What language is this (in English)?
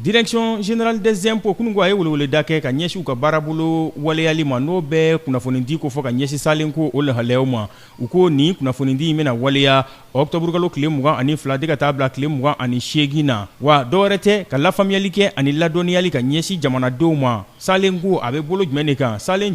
Bambara